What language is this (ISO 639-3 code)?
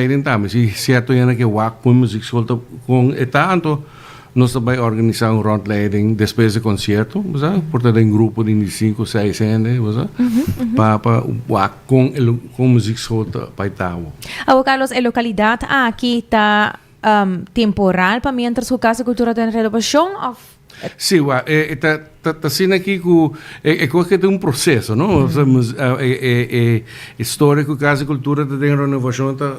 pap